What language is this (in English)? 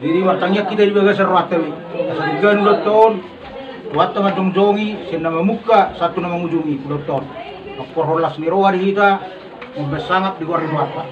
Batak Toba